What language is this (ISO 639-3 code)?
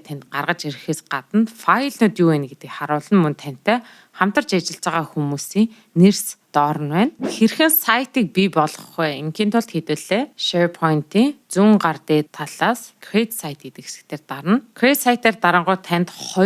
mon